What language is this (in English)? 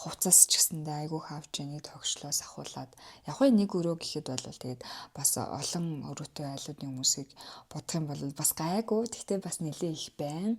Mongolian